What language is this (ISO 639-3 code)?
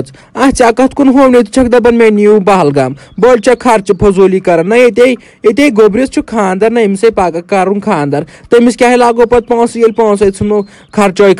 kas